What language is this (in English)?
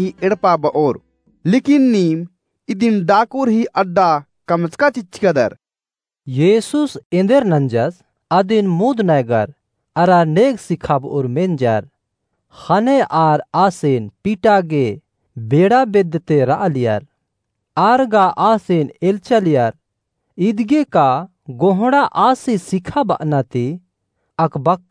Kurukh